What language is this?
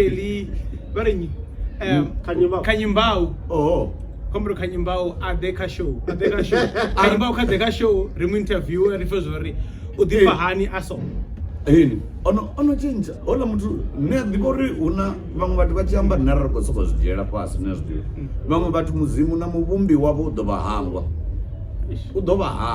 Venda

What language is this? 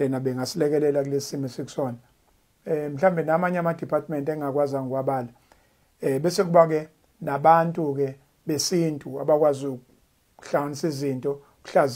Zulu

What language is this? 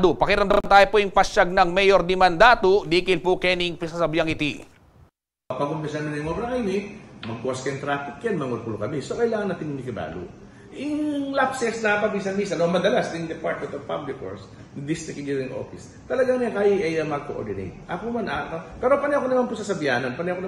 Pampanga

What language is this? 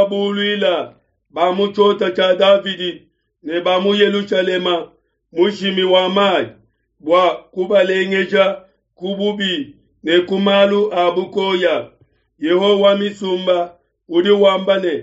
Luba-Lulua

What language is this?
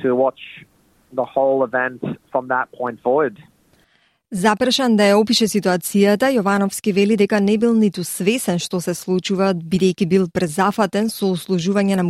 Macedonian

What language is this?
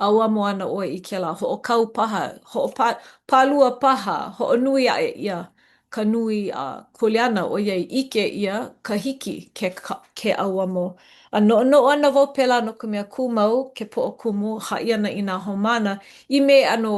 Hawaiian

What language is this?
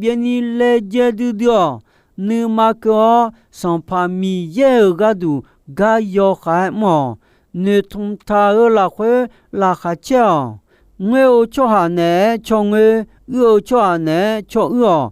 Akha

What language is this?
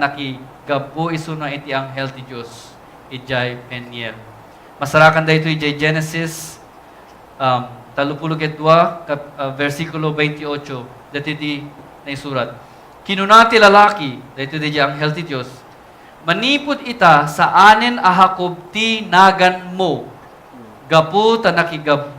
Iloko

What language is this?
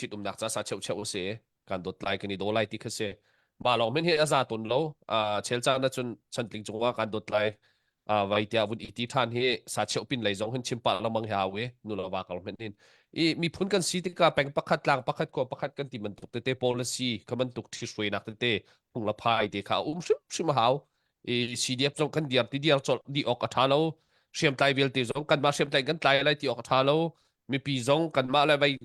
Hakha Chin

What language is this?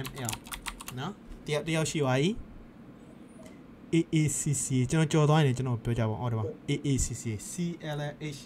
Burmese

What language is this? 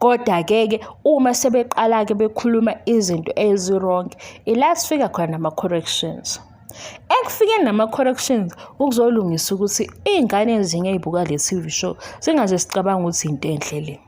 Zulu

